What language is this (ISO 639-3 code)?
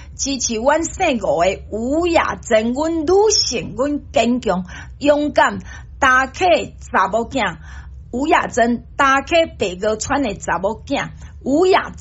nan